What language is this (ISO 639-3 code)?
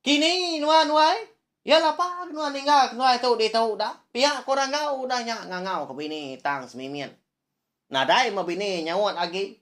iba